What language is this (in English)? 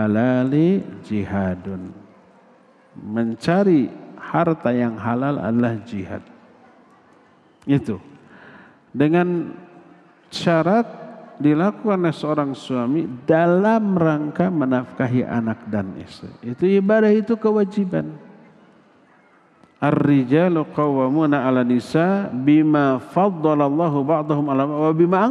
Indonesian